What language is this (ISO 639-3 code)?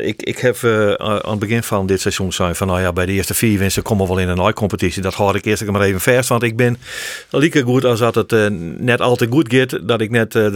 fry